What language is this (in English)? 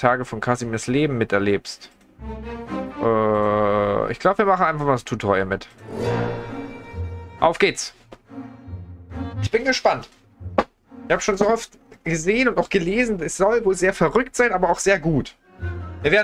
German